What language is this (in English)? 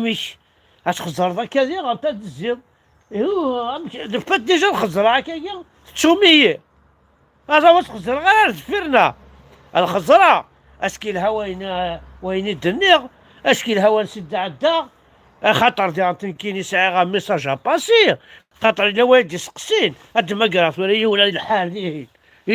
Kabyle